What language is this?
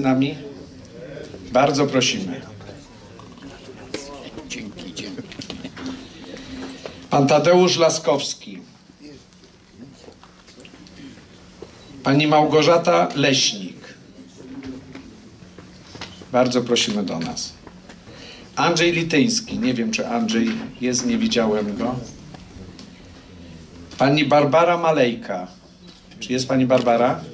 Polish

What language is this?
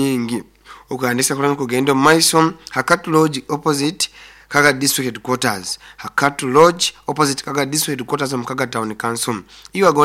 Nyoro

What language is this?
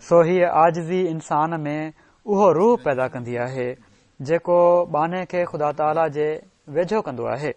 Sindhi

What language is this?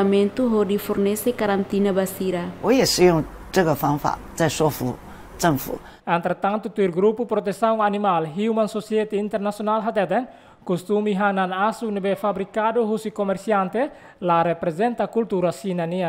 Tetum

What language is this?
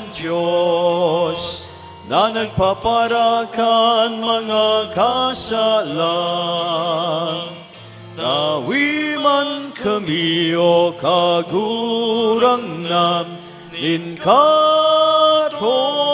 Bikol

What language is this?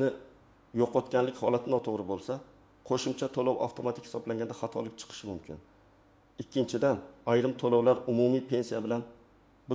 Uzbek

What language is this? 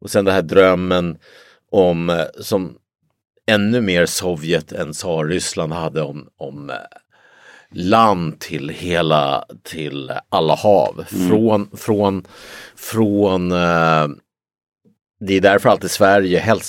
Swedish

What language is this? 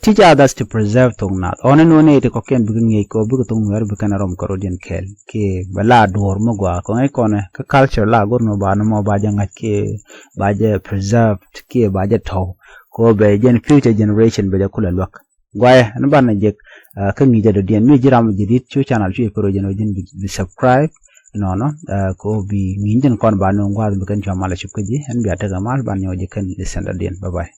Nuer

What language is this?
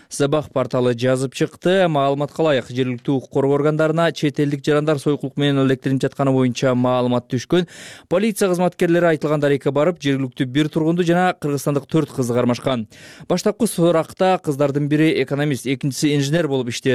Kyrgyz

